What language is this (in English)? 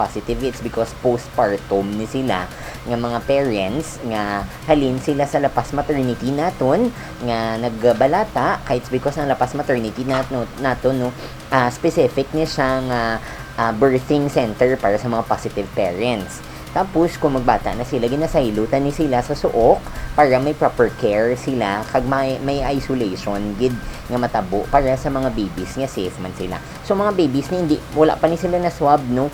Hiligaynon